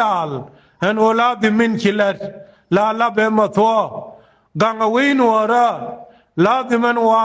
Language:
Nuer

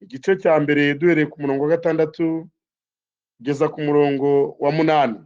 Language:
Kinyarwanda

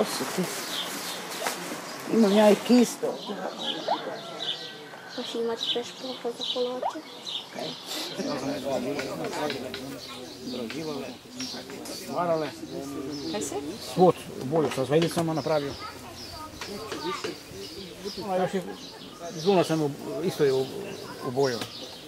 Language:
Croatian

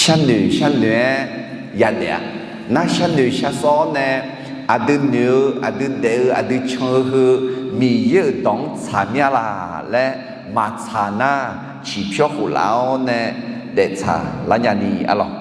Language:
Akha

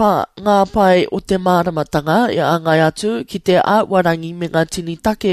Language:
Māori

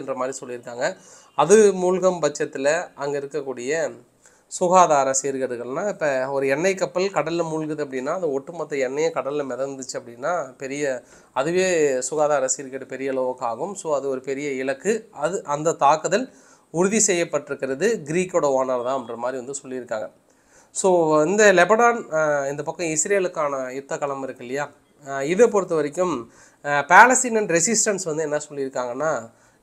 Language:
Tamil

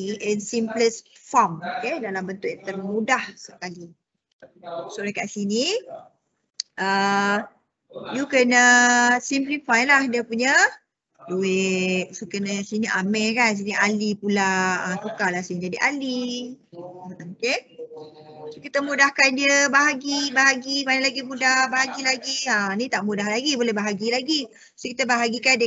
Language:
Malay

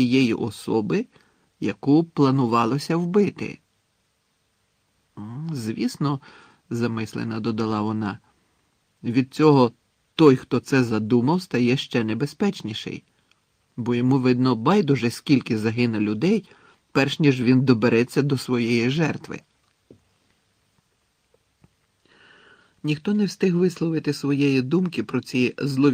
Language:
Ukrainian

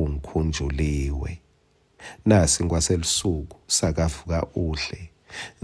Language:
Swati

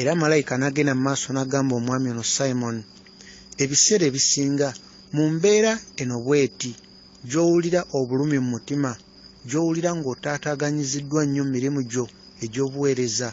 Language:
Ganda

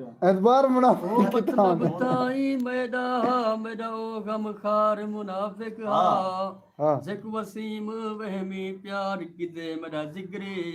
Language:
Saraiki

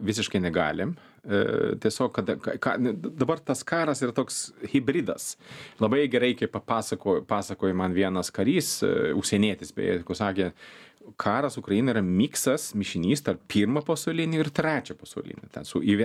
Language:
Lithuanian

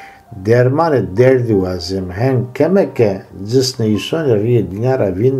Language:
Zaza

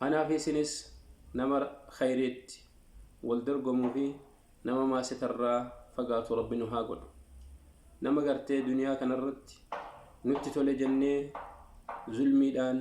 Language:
Oromo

